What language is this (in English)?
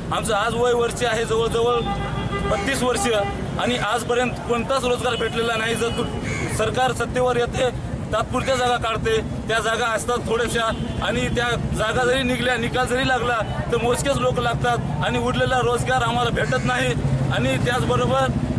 Marathi